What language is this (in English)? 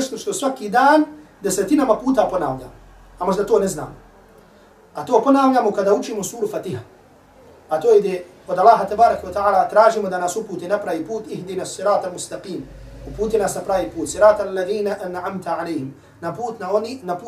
Bosnian